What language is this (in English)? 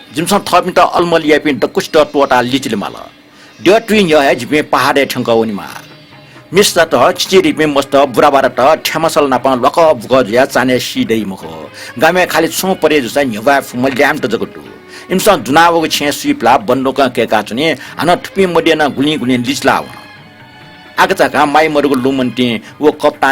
Newari